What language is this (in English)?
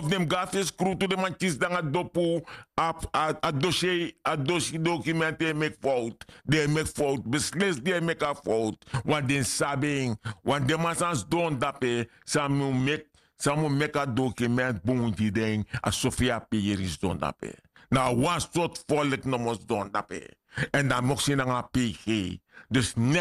Sranan Tongo